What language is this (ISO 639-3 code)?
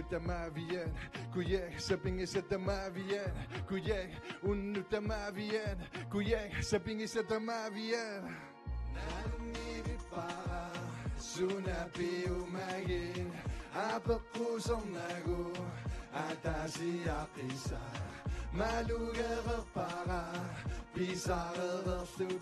kal